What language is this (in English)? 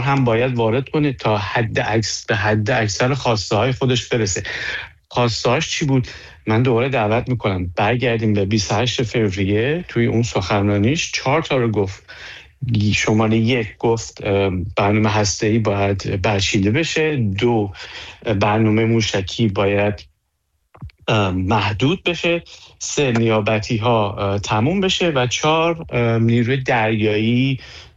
Persian